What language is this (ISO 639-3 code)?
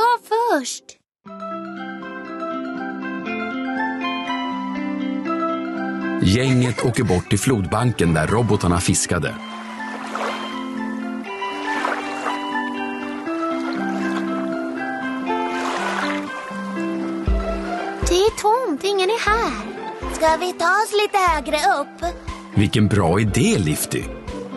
swe